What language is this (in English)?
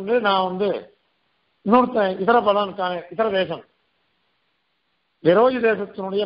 Tamil